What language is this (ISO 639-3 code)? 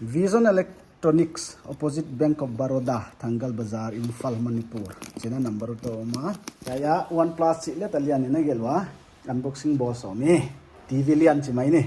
pck